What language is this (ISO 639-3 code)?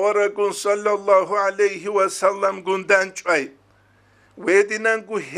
ava